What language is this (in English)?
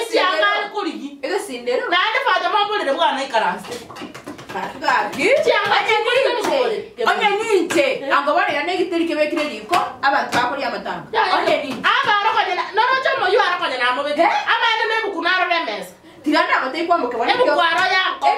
Gusii